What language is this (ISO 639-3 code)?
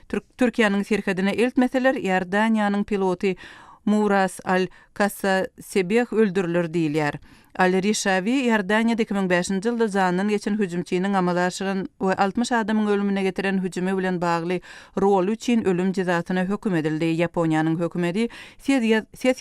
tuk